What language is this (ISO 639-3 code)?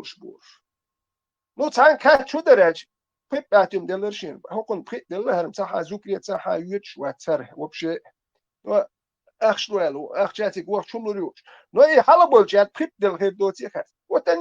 che